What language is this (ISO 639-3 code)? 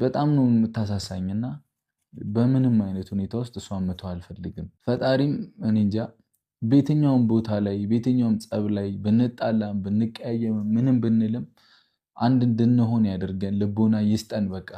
amh